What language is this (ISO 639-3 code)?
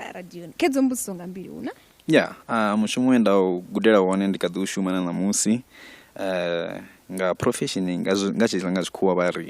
ven